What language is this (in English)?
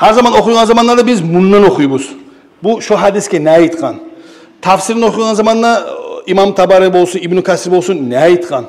Kumyk